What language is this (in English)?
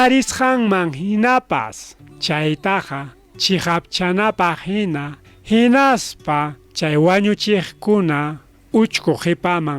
Ayacucho Quechua